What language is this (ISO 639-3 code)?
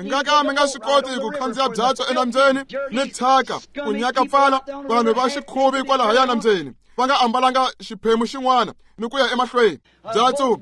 tso